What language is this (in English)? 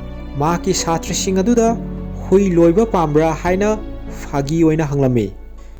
Manipuri